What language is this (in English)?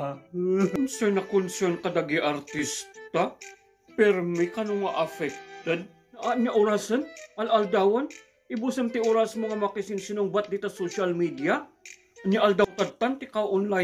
Iloko